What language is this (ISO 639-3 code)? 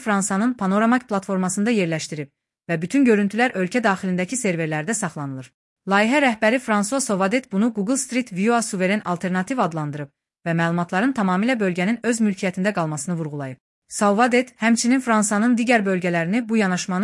aze